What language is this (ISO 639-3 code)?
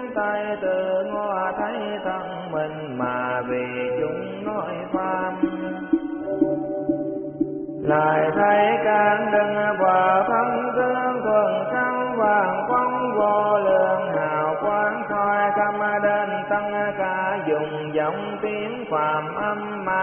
vie